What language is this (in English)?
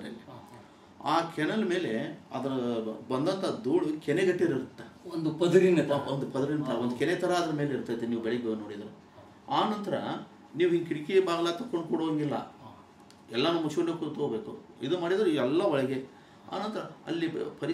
Kannada